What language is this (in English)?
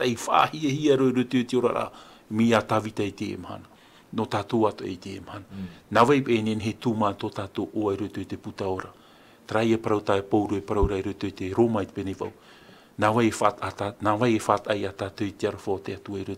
Tahitian